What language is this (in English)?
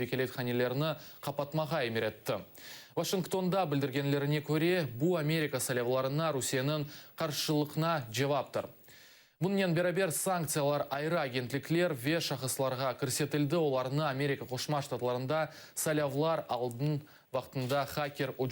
Crimean Tatar